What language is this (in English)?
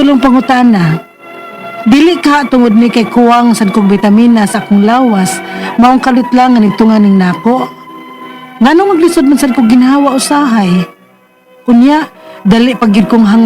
Cebuano